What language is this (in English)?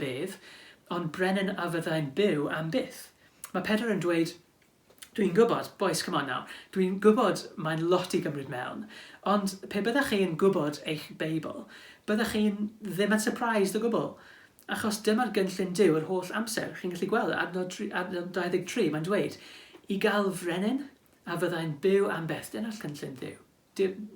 Welsh